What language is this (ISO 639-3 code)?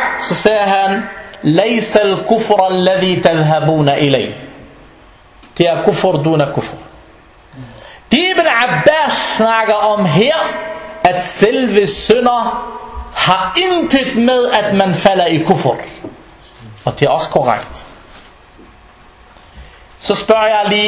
dan